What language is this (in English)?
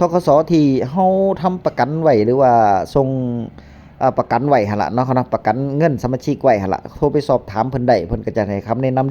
Northeastern Thai